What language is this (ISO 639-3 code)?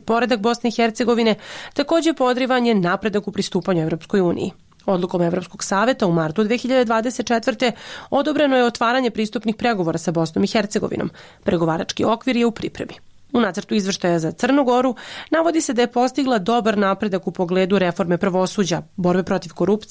hrv